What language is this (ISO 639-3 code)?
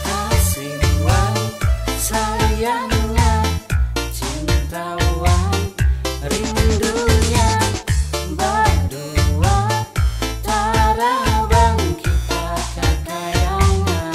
bjn